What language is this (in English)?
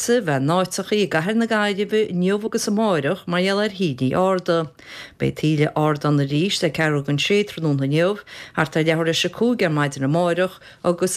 Irish